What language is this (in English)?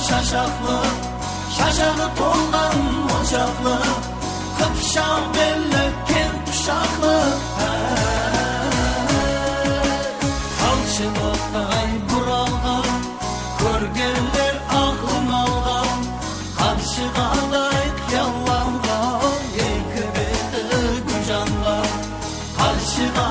Kara-Kalpak